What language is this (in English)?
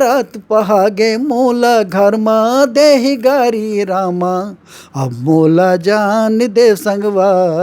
Chhattisgarhi